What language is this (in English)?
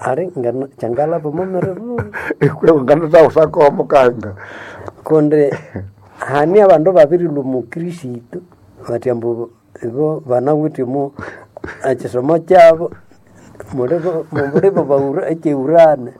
Nande